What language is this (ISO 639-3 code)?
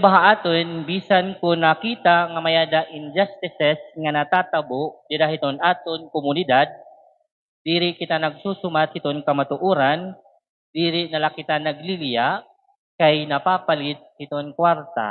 war